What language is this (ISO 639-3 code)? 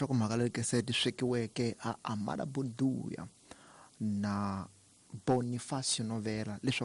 tso